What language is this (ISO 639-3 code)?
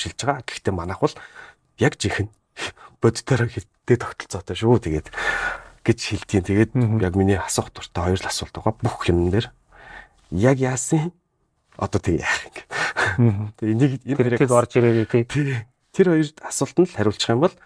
mon